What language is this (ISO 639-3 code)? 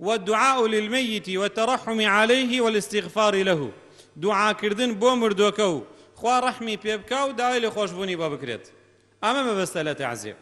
ckb